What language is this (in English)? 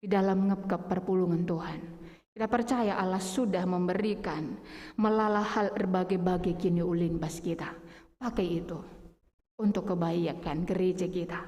Batak Karo